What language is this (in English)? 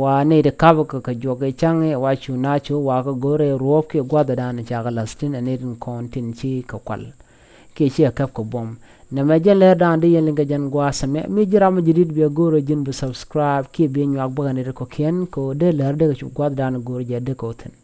Nuer